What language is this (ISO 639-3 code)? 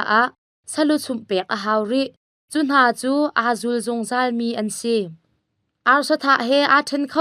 cnh